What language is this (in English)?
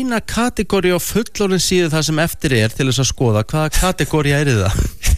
Icelandic